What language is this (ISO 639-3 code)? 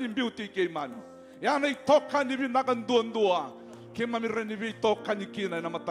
fij